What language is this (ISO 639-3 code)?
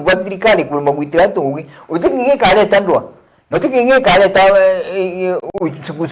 mer